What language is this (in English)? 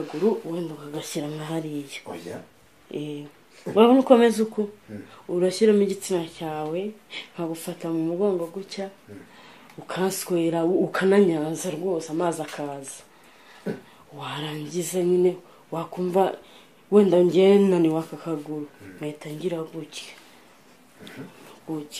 Kinyarwanda